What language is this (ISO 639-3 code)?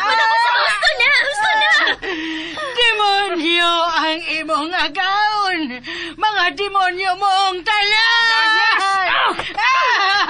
ceb